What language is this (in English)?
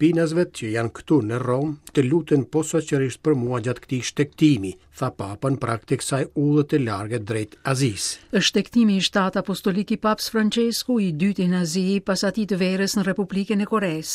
Albanian